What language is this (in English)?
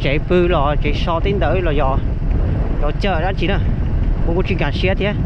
Hmong